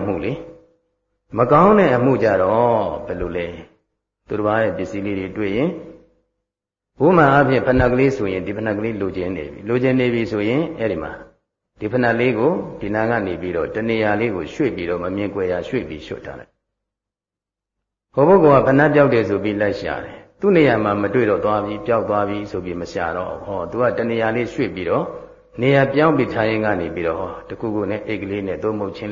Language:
Burmese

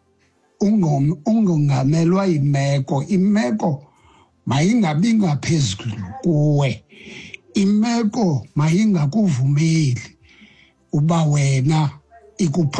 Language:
Xhosa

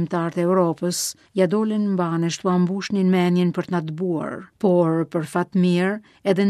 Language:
Albanian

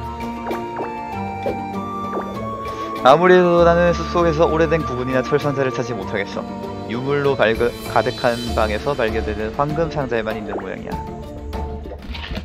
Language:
Korean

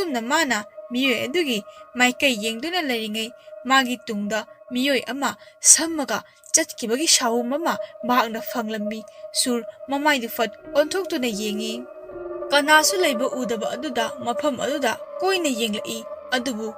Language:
Manipuri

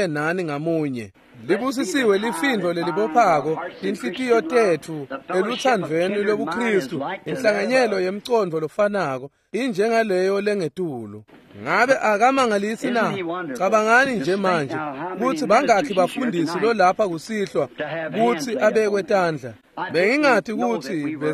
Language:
Swati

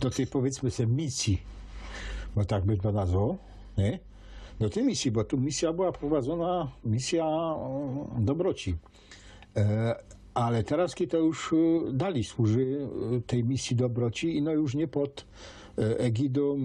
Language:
Silesian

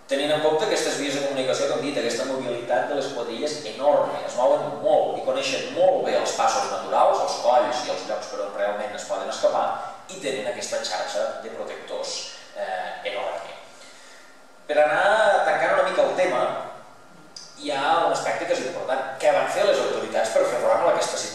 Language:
Catalan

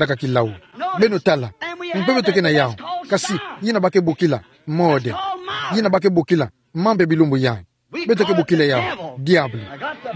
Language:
Kituba (Democratic Republic of Congo)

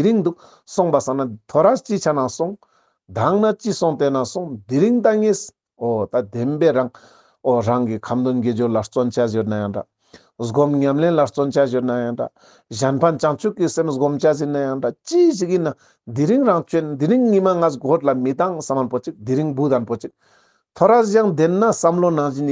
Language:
Ladakhi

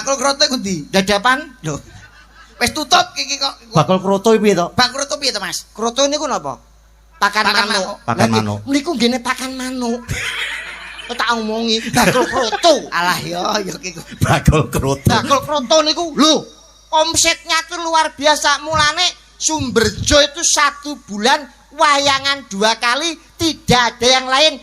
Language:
Javanese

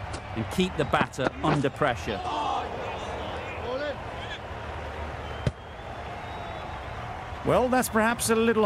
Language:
English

